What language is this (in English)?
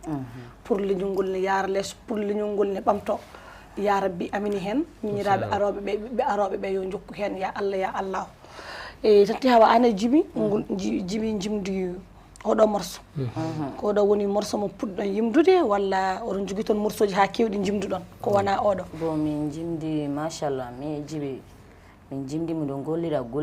Fula